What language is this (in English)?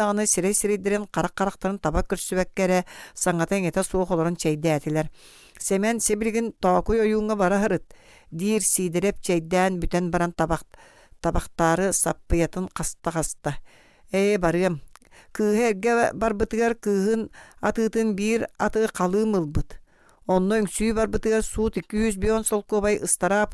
Yakut